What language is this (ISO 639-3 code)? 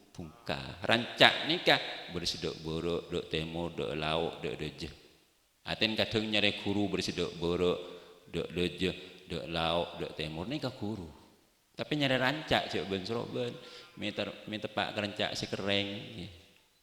mad